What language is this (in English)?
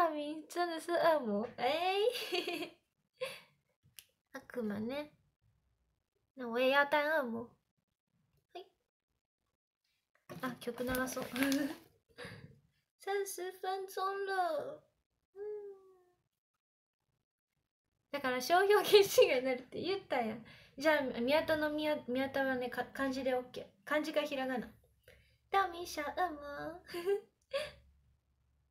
Chinese